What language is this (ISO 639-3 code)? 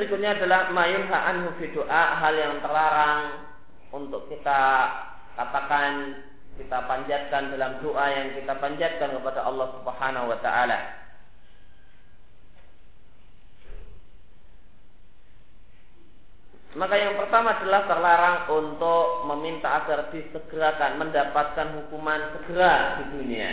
ind